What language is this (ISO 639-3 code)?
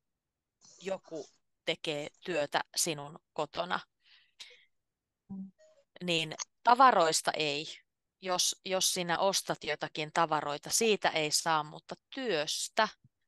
fin